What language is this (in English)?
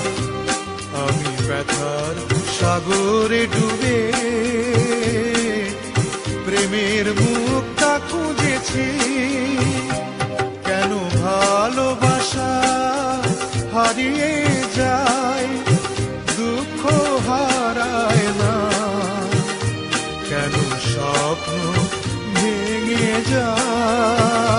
Bangla